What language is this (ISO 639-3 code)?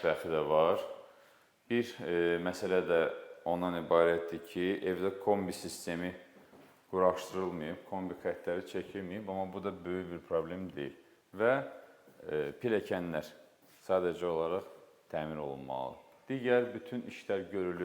aze